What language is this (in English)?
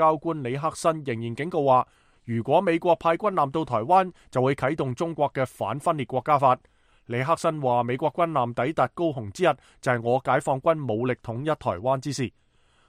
Cantonese